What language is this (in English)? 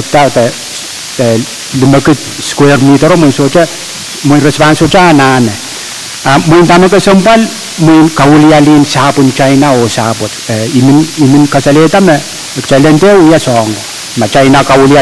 Pohnpeian